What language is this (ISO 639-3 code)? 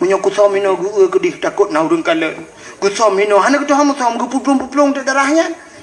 ace